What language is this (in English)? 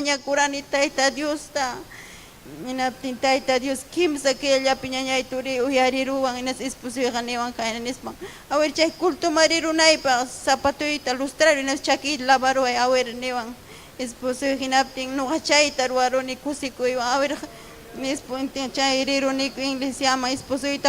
Ayacucho Quechua